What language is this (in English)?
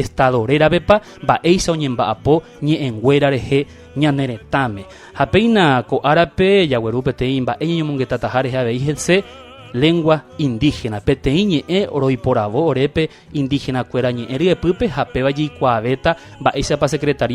Guarani